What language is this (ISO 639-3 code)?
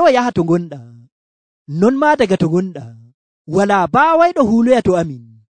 fuv